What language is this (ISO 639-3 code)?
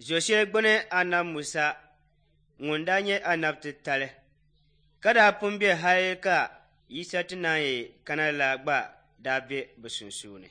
dag